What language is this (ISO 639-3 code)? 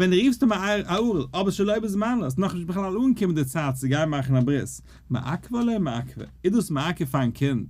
yid